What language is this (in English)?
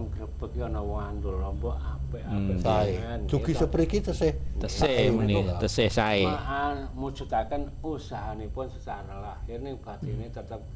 Javanese